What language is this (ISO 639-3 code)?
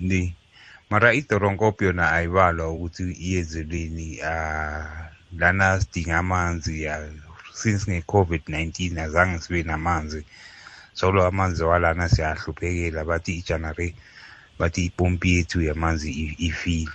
nbl